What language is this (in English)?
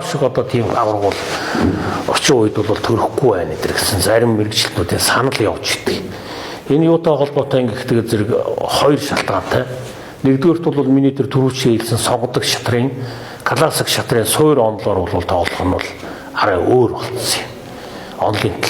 Mongolian